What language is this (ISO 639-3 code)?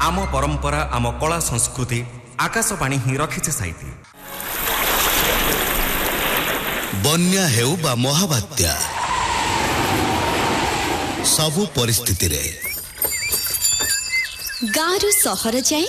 ori